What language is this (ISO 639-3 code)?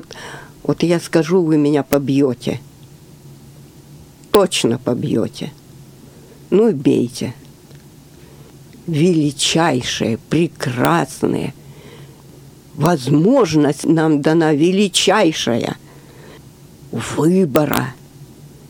rus